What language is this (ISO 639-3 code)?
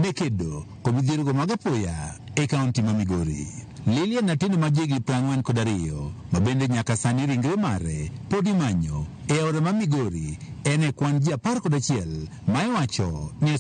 luo